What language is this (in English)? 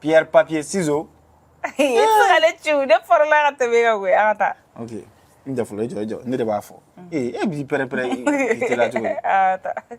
Bambara